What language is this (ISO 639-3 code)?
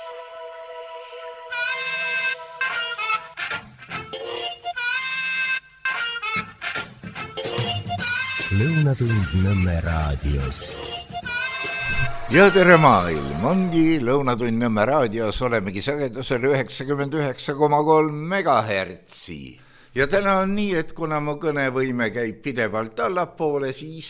est